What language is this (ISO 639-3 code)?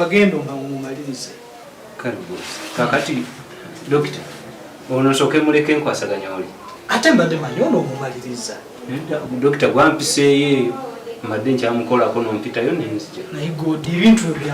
lug